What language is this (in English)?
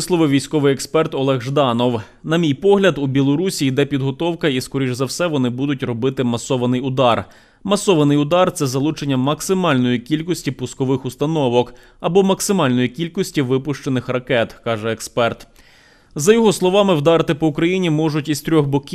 Ukrainian